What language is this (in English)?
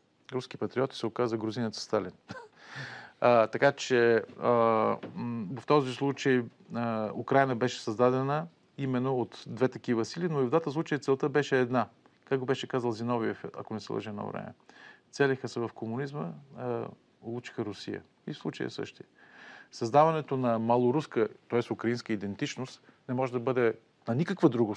Bulgarian